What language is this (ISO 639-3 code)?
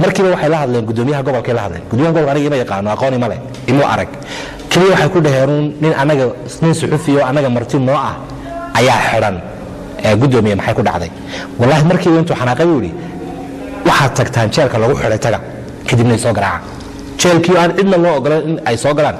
som